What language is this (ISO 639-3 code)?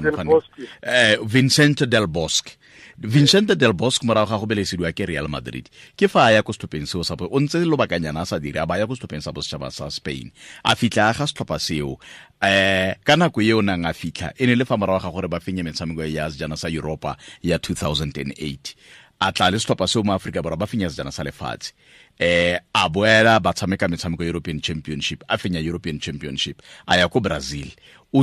tsn